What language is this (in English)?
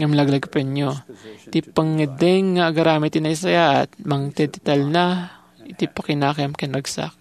Iloko